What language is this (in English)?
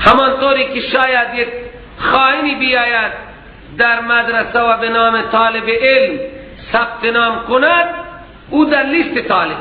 Persian